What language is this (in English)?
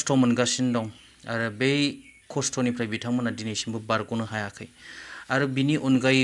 Bodo